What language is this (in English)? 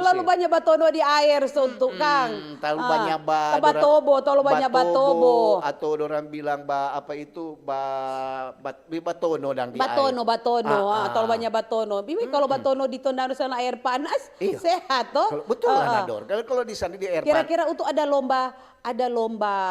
Manado Malay